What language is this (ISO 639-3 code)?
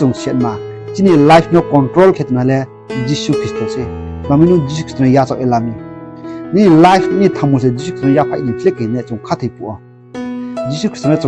ria